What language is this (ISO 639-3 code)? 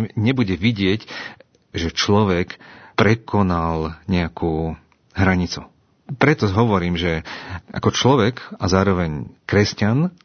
slk